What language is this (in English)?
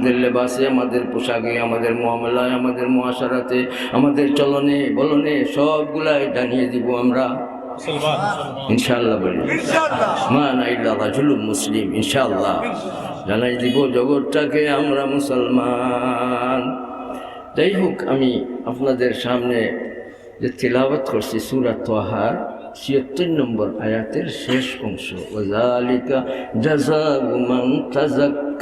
Sylheti